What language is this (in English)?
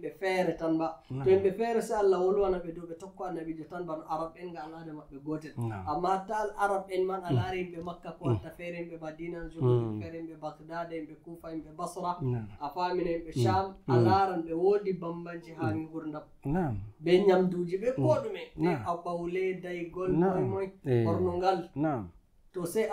Nigerian Fulfulde